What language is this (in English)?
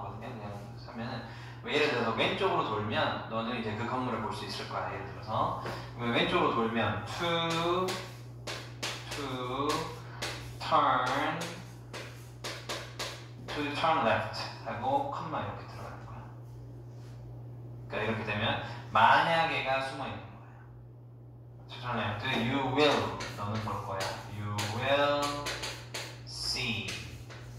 Korean